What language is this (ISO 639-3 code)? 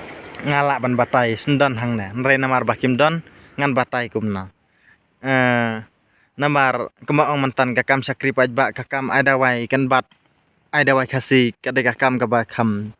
kha